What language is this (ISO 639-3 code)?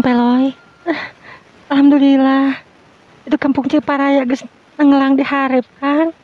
sun